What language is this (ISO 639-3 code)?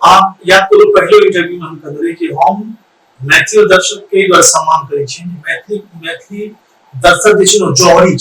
mai